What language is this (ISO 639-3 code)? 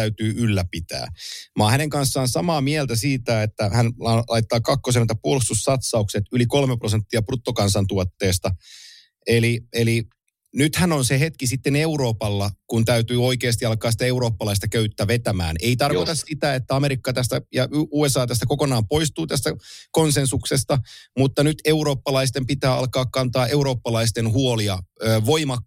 fin